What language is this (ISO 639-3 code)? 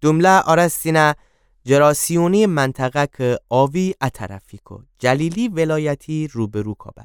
glk